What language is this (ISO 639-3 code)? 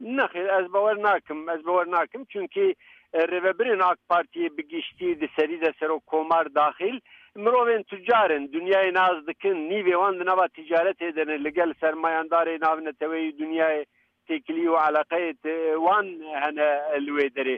kur